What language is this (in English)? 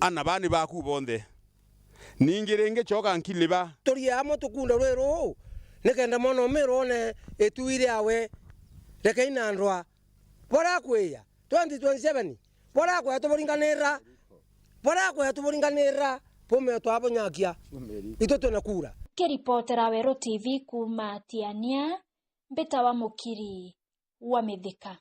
Meru